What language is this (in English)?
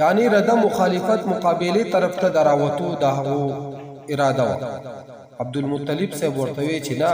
Pashto